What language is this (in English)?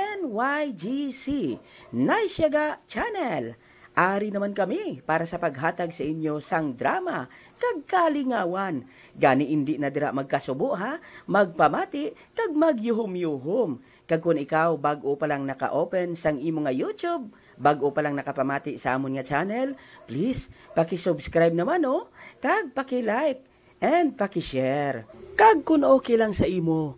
Hiligaynon